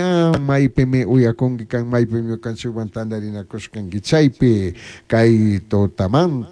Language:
Chimborazo Highland Quichua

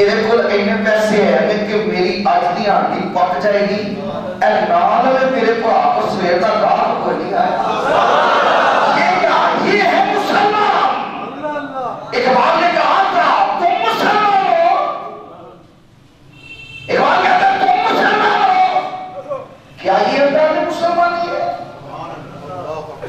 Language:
Urdu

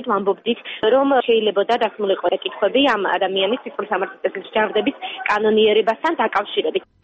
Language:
Georgian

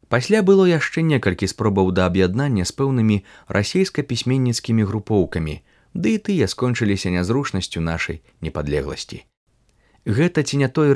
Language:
Belarusian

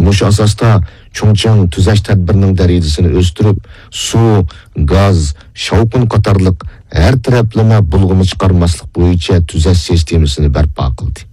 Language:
Uyghur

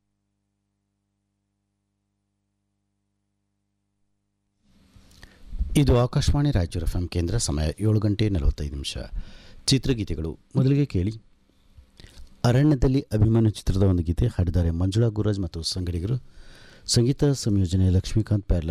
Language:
Kannada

